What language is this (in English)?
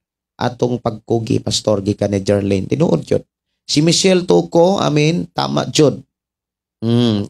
Cebuano